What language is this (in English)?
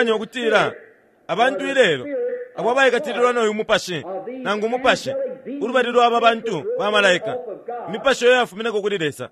Bemba